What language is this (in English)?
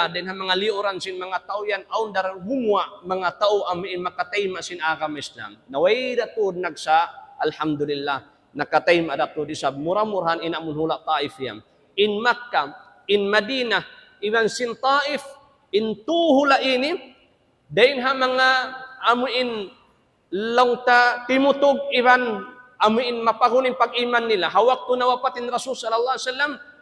Tausug